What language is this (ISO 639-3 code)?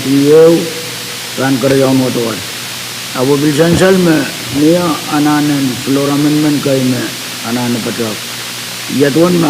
pon